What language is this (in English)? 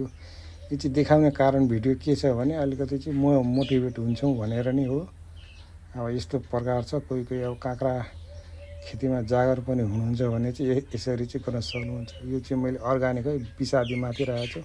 Nepali